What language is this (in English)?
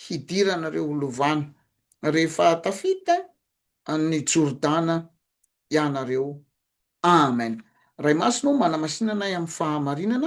Malagasy